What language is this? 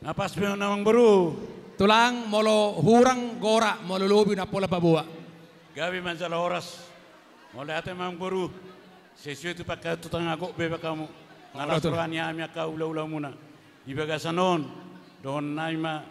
Batak Toba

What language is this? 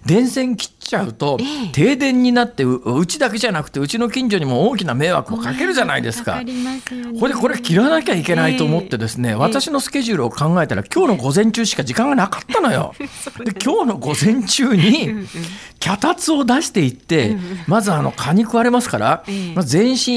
Japanese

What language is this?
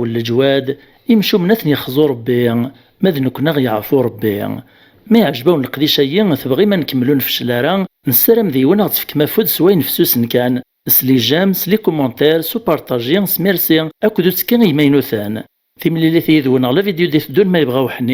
Kabyle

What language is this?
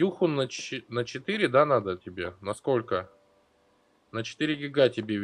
Russian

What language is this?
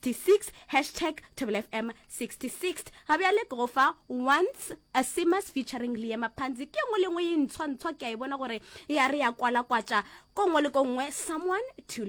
Northern Sotho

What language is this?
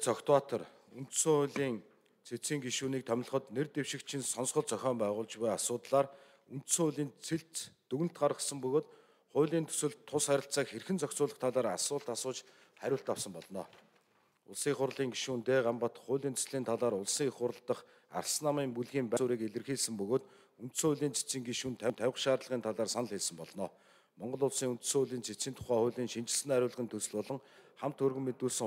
Mongolian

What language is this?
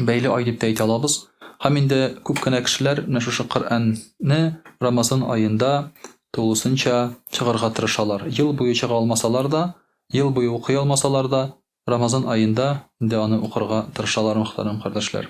Tatar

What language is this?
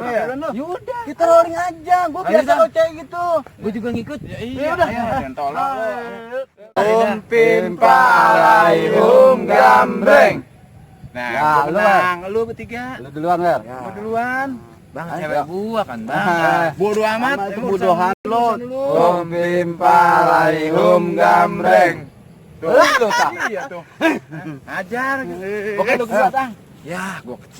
Betawi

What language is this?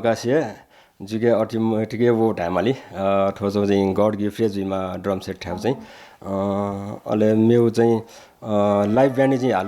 Newari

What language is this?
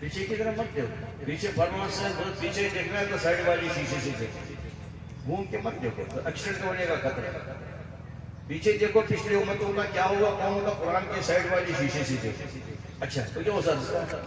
Kashmiri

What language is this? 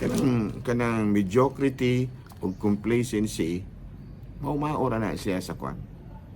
Cebuano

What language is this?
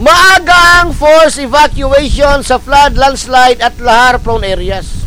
Bikol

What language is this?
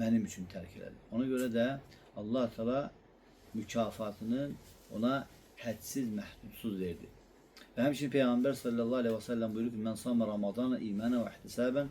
Azerbaijani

